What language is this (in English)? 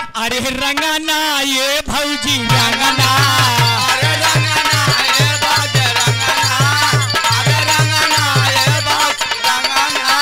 Bhojpuri